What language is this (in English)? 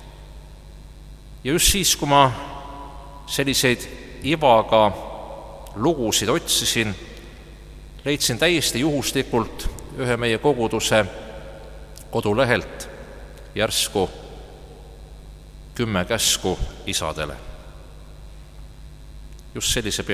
Estonian